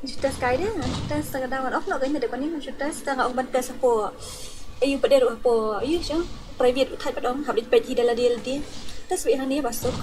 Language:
Khasi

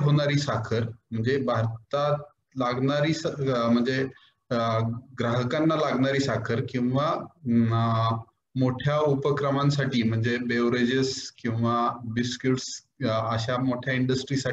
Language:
Marathi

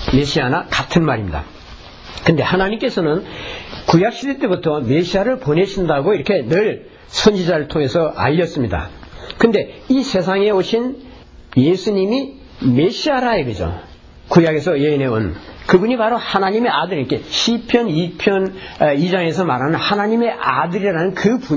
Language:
Korean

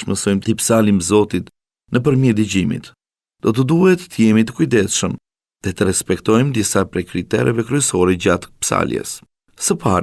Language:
Albanian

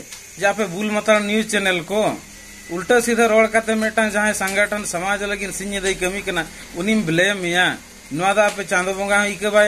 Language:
Santali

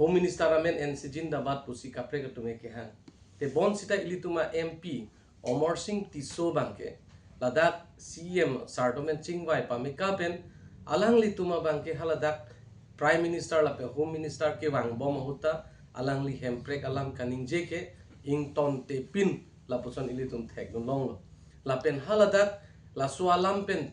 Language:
Karbi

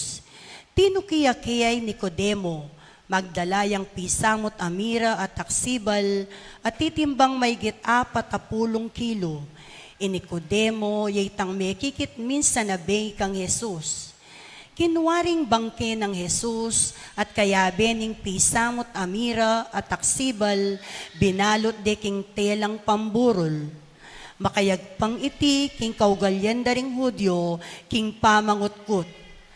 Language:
Pampanga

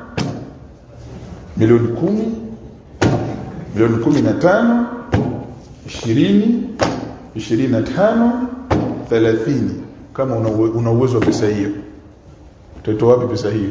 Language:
Swahili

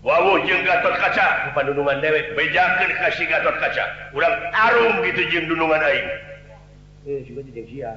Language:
Sundanese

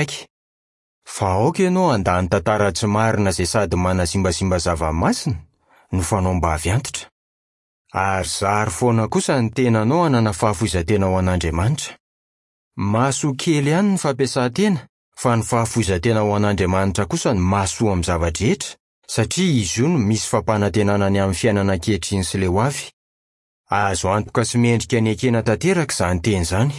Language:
Malagasy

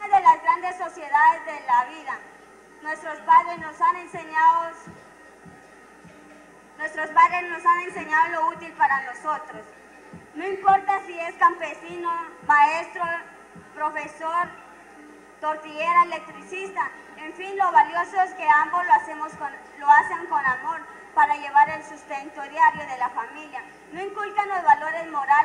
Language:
Spanish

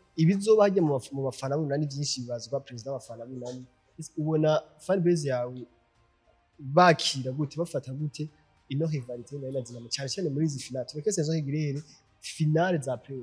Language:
Rundi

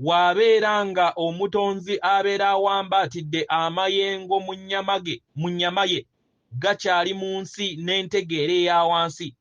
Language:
Ganda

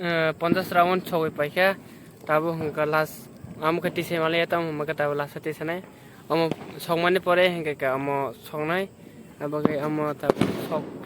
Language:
Kok Borok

